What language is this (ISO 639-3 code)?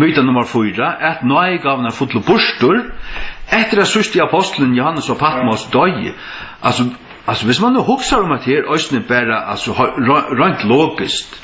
fao